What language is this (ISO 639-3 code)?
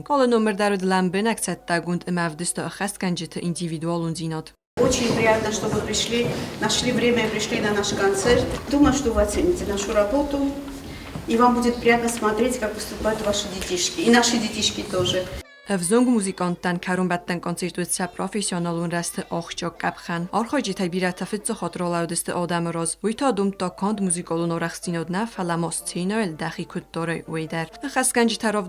oss